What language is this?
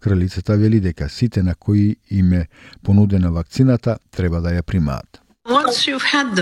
Macedonian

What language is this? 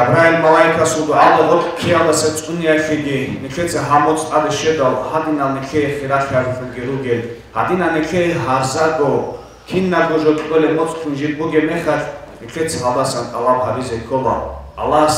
Avaric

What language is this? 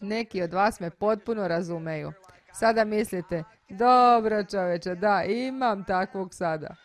Serbian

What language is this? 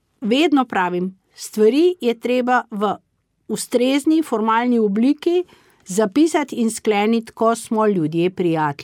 Slovenian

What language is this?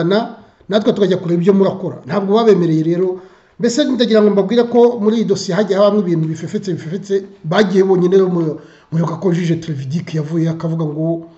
Kinyarwanda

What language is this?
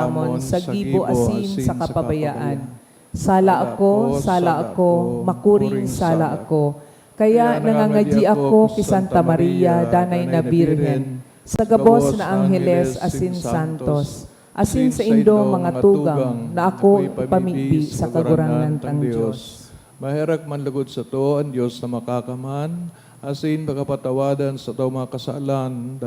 Bikol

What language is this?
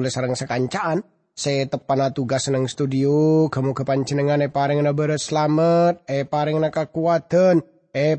Madurese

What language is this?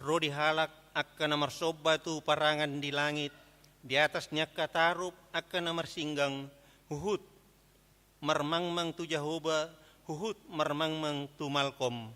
Batak Toba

